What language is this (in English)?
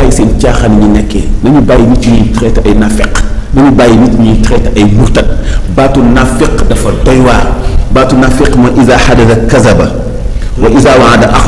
Wolof